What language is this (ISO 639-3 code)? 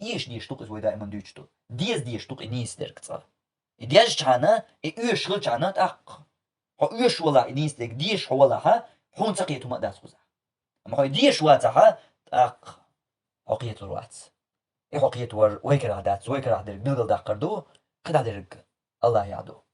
che